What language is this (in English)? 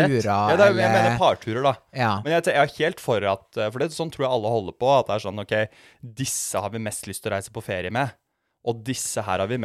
Norwegian